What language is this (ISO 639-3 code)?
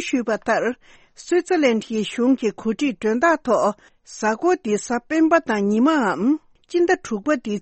bod